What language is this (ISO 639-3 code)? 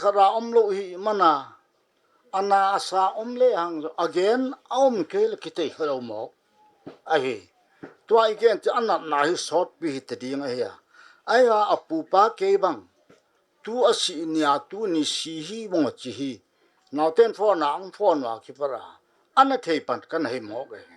pck